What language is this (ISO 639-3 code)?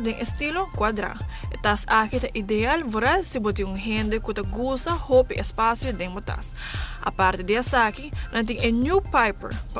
pap